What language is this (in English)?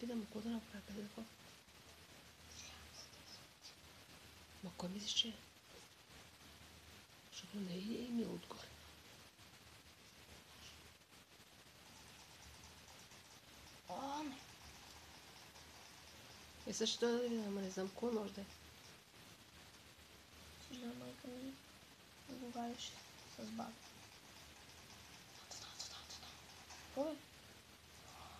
Bulgarian